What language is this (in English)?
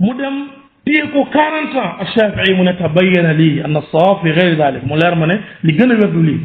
Wolof